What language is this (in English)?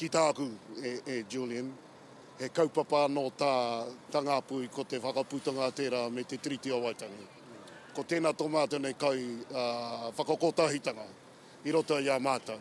Māori